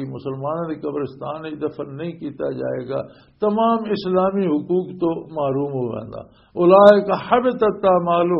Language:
Western Panjabi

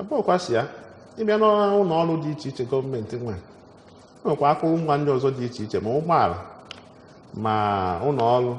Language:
Igbo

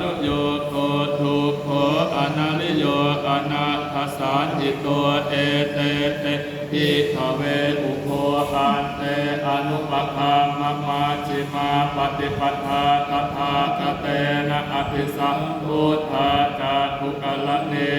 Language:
Pali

